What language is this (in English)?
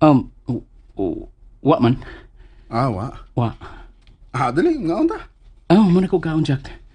Cebuano